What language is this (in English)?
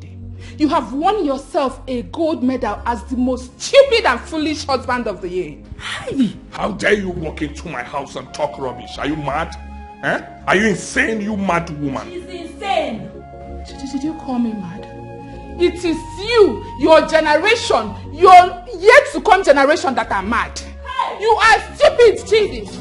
Nigerian Pidgin